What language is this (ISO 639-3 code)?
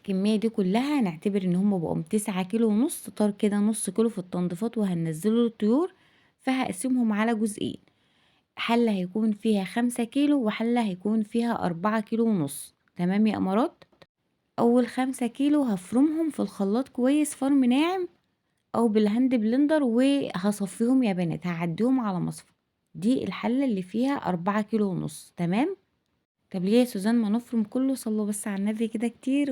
arz